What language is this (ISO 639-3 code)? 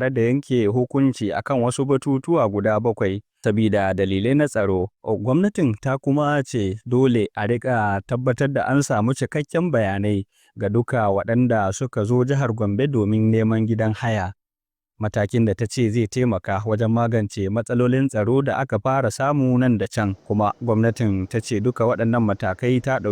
hau